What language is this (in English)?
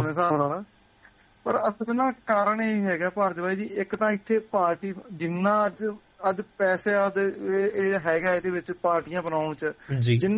Punjabi